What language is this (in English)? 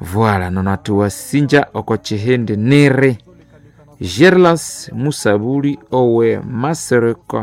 Nande